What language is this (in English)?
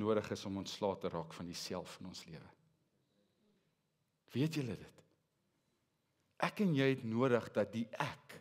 Afrikaans